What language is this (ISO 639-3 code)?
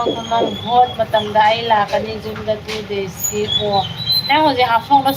mni